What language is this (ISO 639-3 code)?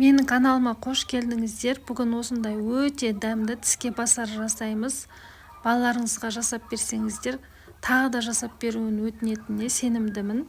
kaz